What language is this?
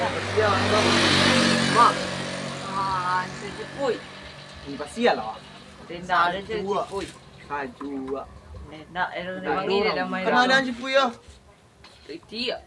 Minangkabau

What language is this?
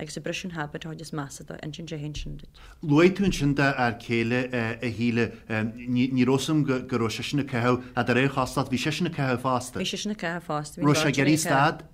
Irish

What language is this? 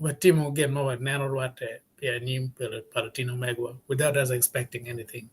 Acoli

